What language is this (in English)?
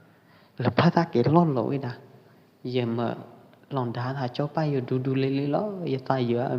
Pwo Eastern Karen